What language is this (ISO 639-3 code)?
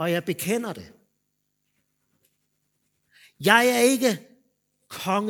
dan